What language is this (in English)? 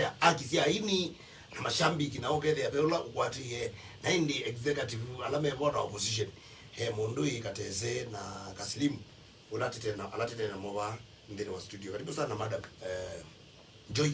Kamba